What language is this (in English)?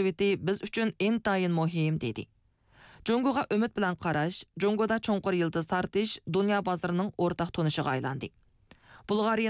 Uyghur